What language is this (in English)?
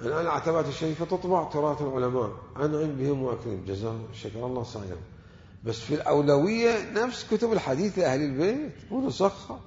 Mesopotamian Arabic